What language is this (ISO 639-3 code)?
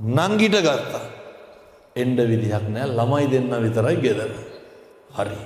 sin